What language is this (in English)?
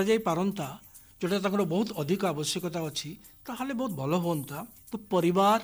Odia